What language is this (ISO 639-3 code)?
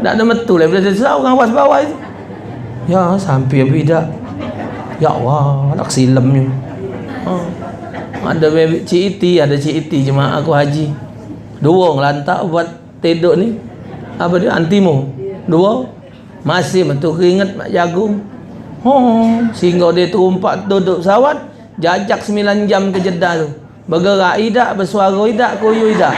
mui